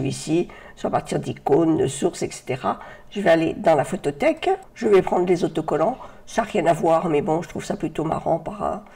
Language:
French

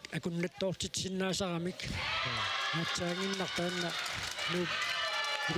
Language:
Kalaallisut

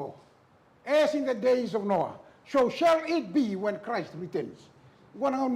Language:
Fijian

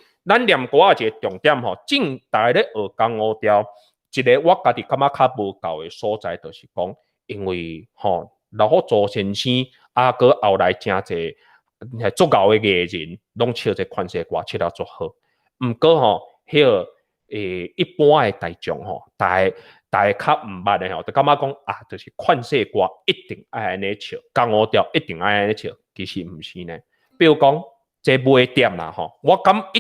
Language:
Min Nan Chinese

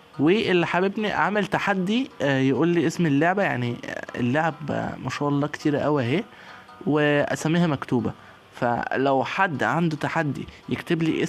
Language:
Egyptian Arabic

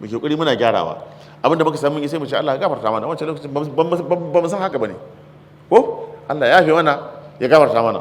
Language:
Hausa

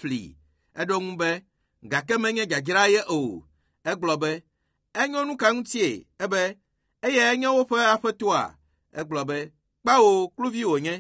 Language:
Ewe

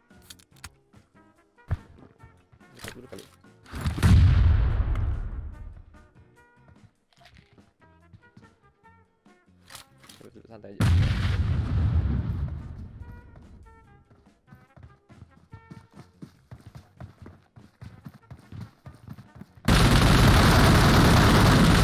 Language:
Indonesian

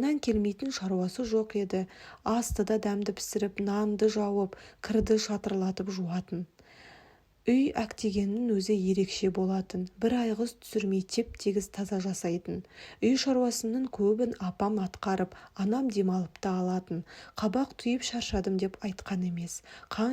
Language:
Kazakh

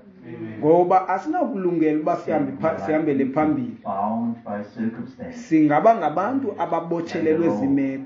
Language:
Xhosa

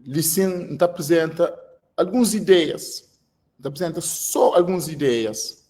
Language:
Kabuverdianu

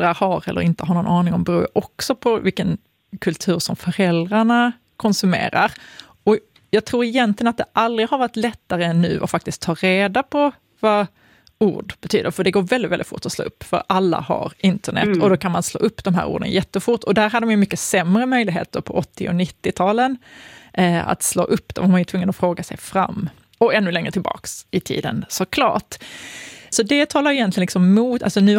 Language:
Swedish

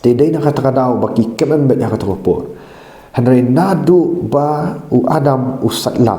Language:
Khasi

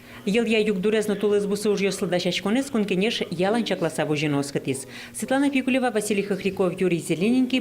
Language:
Udmurt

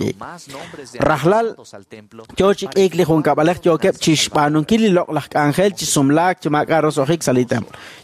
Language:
Kekchí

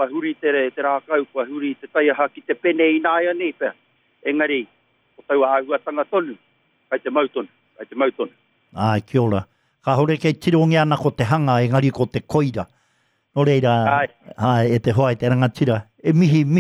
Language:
Māori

